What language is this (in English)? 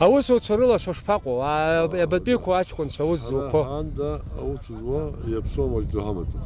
Abkhazian